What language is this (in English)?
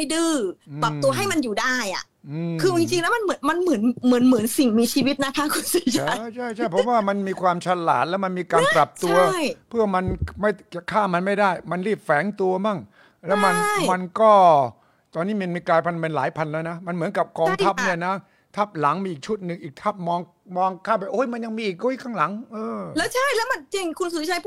Thai